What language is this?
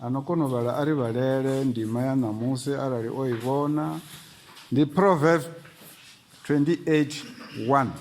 Venda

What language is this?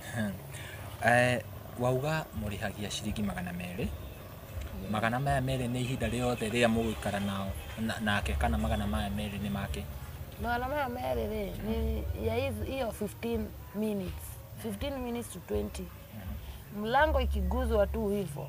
Kikuyu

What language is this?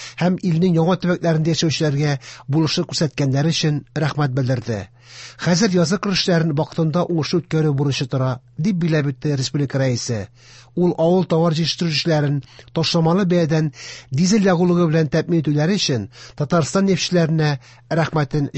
Tatar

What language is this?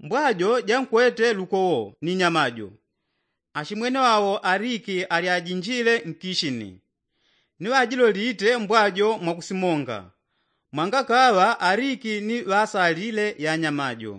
Yao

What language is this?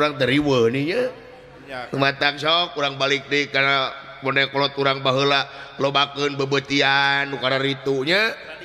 Sundanese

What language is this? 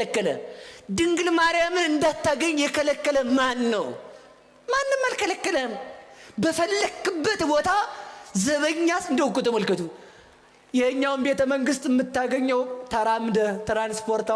Amharic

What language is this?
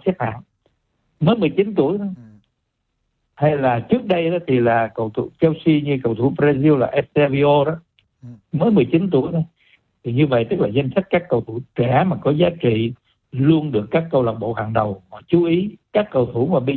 Vietnamese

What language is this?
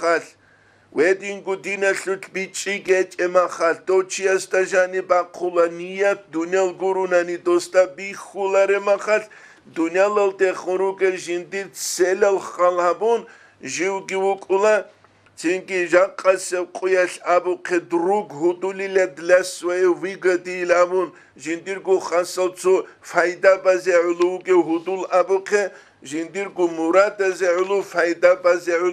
Avaric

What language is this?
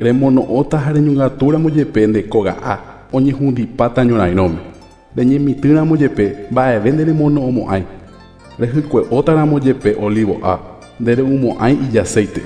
Guarani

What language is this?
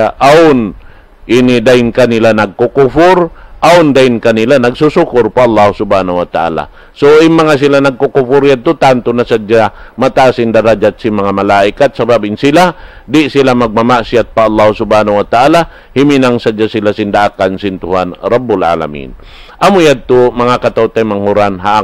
Tausug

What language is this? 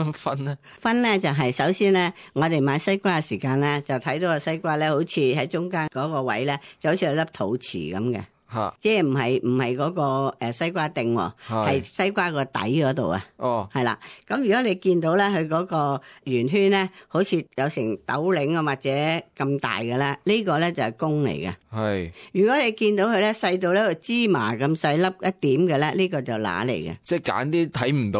Cantonese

